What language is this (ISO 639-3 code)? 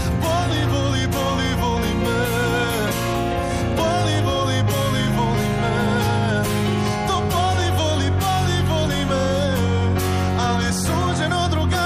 hrv